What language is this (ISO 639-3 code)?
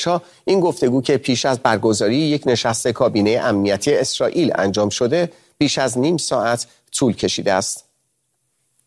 fas